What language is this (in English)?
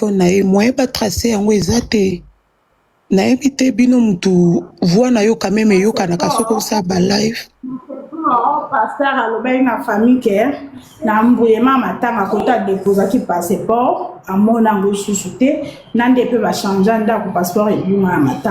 Lingala